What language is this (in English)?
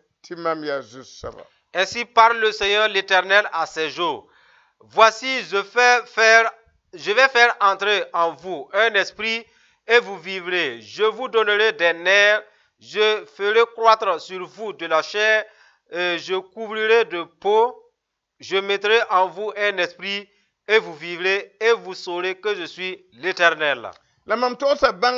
Mossi